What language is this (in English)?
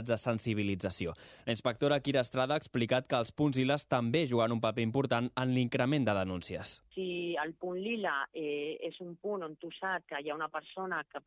Catalan